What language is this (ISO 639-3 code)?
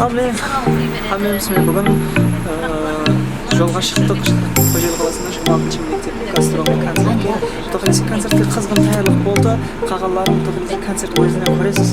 kaa